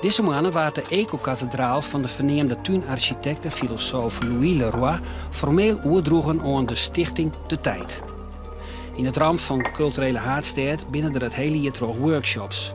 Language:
Western Frisian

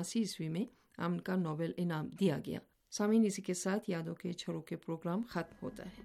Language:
Urdu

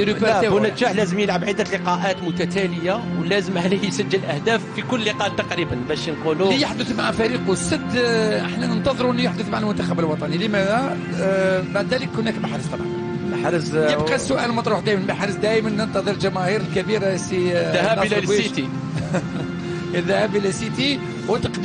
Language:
Algerian Arabic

